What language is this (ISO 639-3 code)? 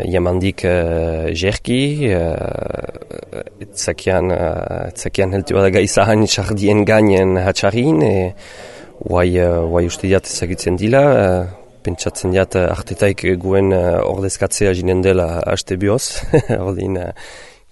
eus